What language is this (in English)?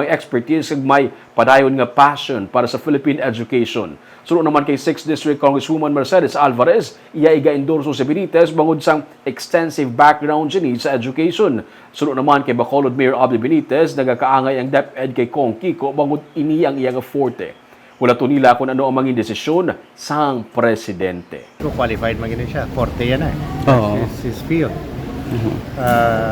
Hiligaynon